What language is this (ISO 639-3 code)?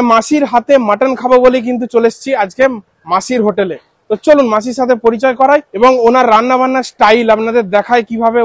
ben